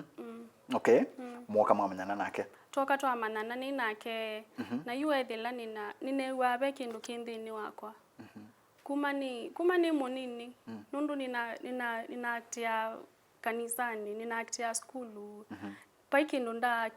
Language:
Kamba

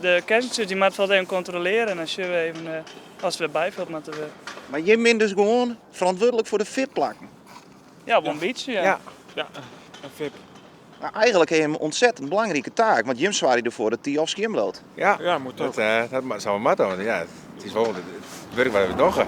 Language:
Western Frisian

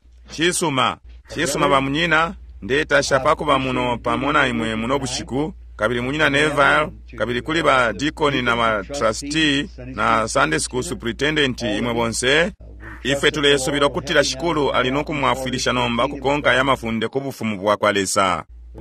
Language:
Bemba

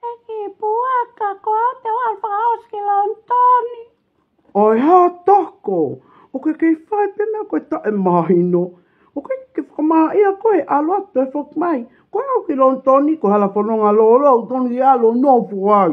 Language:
Tongan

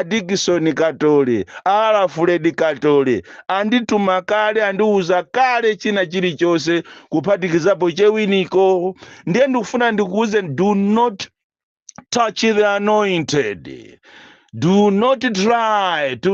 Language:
Nyanja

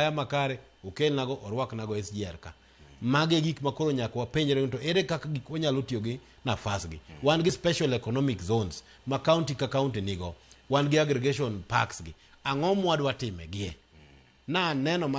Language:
Luo (Kenya and Tanzania)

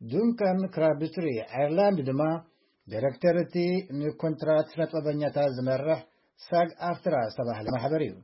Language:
Tigrinya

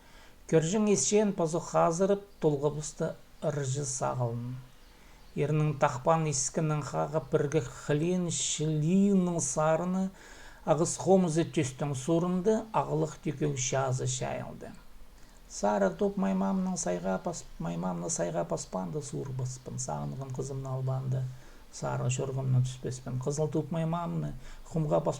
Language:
Khakas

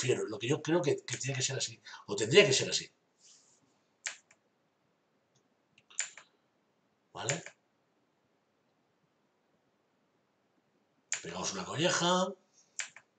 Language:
Spanish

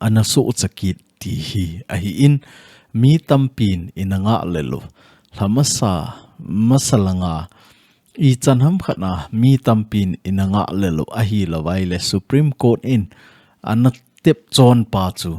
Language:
Thado Chin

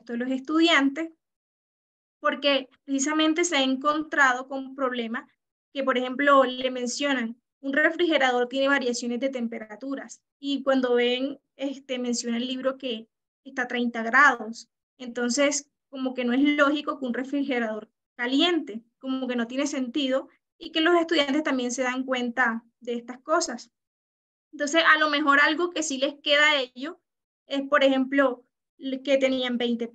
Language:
Spanish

